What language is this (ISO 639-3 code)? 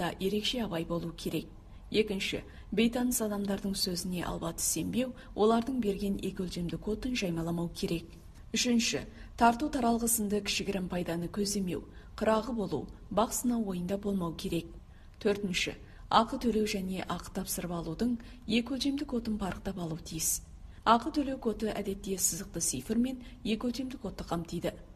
kaz